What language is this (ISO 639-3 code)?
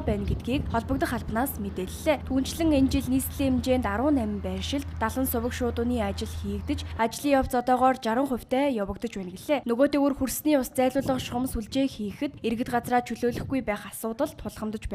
mon